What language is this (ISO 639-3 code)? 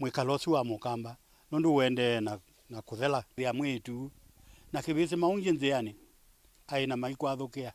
kam